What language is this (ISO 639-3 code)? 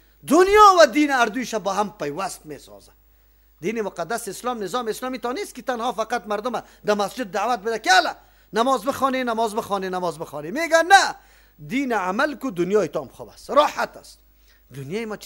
fas